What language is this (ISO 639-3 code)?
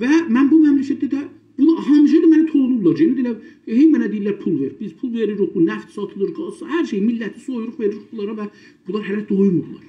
azb